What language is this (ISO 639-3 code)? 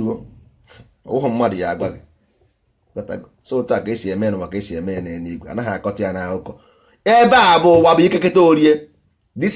ibo